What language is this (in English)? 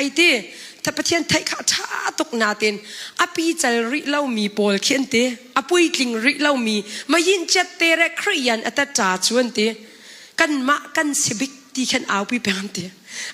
Hakha Chin